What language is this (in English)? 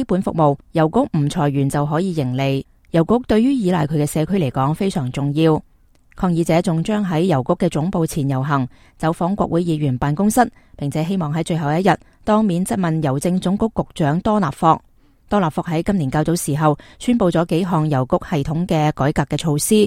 Cantonese